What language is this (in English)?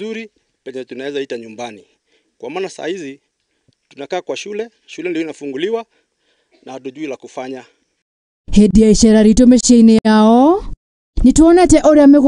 Kikuyu